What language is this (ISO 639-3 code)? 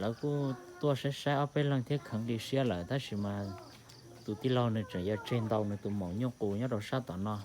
hmn